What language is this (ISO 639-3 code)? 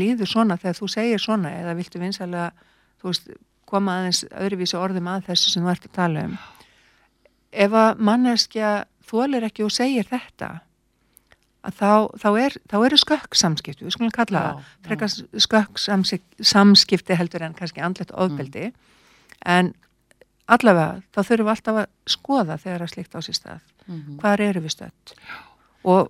isl